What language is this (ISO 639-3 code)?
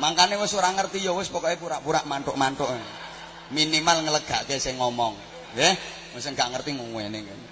jav